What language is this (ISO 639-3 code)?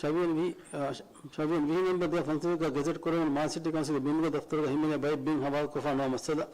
div